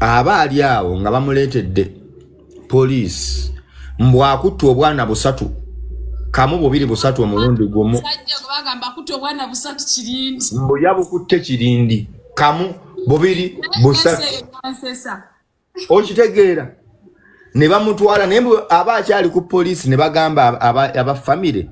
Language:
Ganda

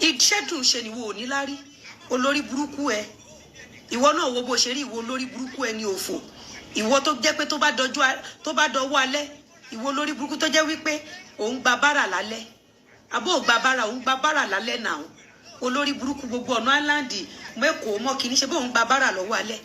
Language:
Yoruba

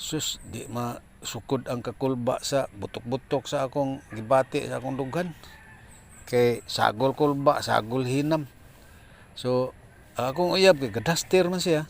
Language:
Cebuano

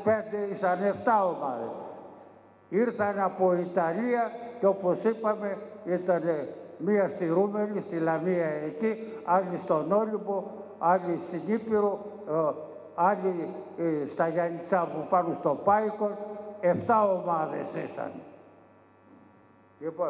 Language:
Greek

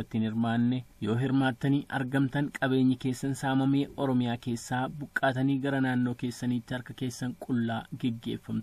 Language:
Oromo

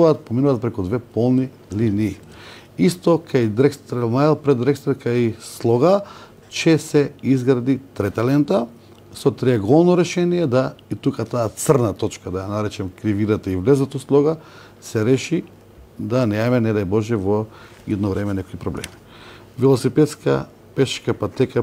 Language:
Macedonian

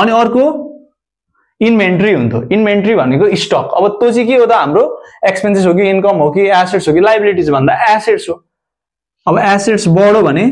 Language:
Nepali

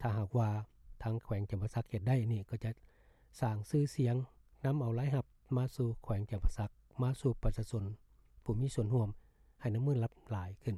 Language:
Lao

